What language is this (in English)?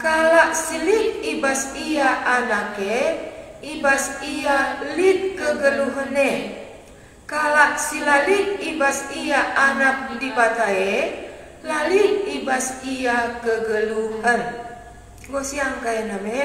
Batak Karo